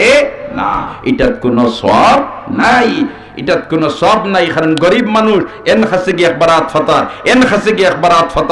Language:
Sylheti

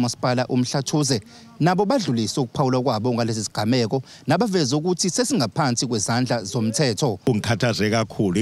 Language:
Zulu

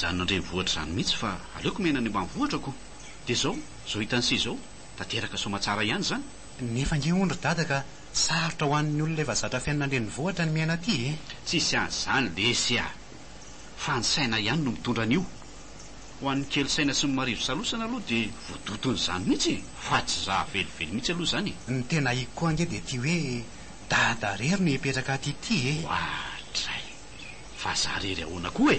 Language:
Malagasy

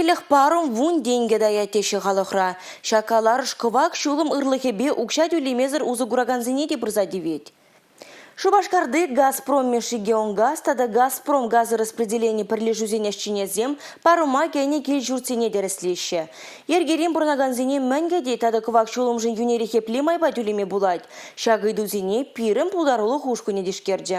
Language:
Chuvash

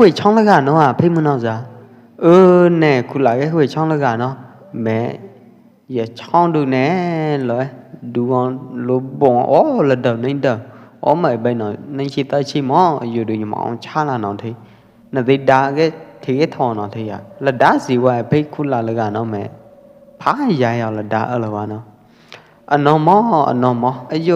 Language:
Pwo Eastern Karen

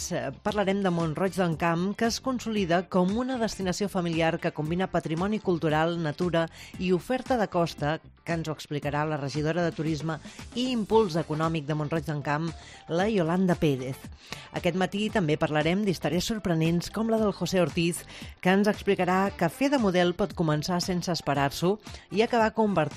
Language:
Catalan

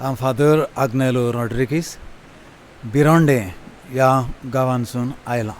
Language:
Konkani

